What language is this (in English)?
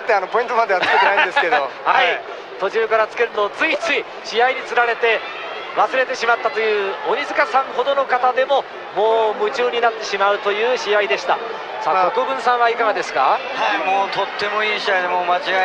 Japanese